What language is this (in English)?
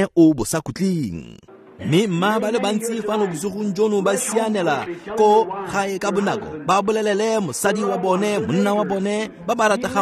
Tswana